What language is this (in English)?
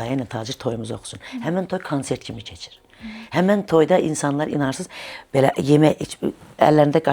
Azerbaijani